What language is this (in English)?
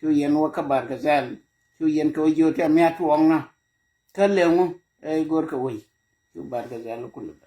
Nuer